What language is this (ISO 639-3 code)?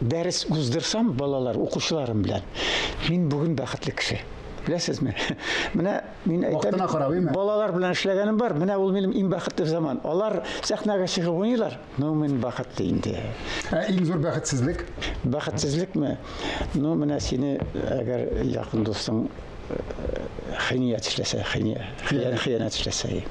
tat